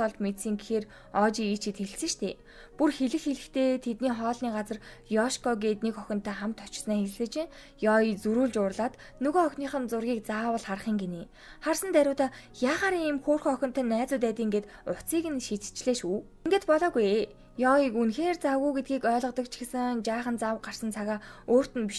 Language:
Mongolian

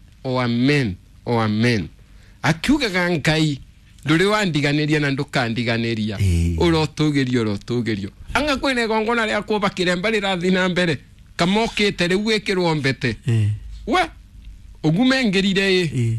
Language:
Kikuyu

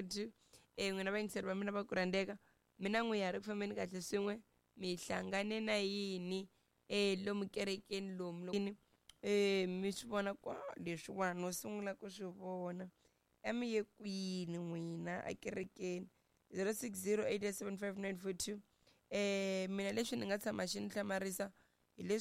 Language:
Tsonga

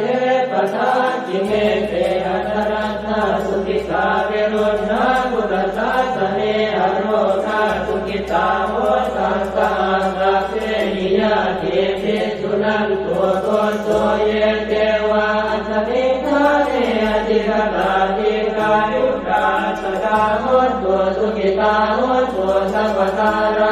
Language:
Pali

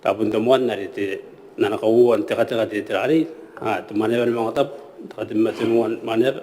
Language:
Gilbertese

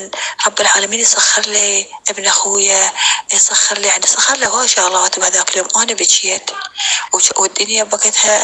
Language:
North Levantine Arabic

